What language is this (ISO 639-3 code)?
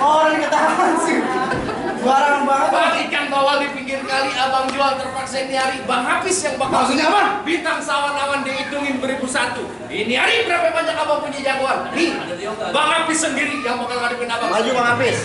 bew